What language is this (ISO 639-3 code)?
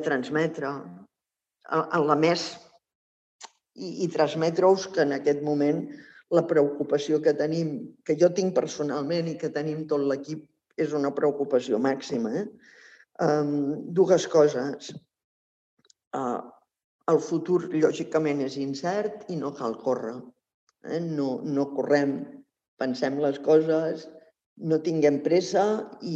cat